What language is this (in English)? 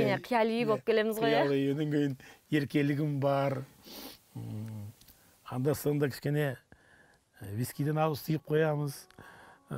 Kazakh